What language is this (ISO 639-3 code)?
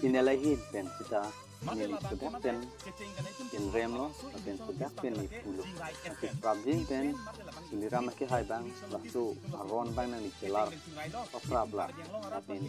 mjw